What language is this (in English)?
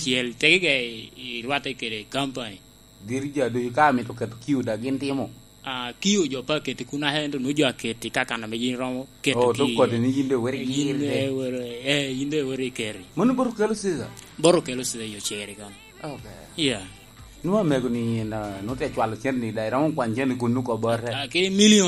Lango (Uganda)